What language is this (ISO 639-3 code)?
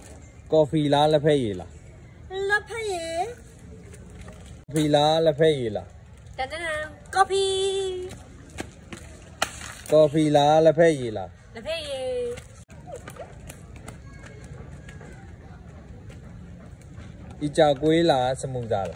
mya